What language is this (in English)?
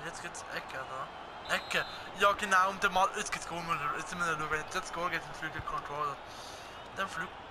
Swiss German